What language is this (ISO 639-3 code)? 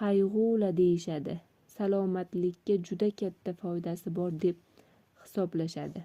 uzb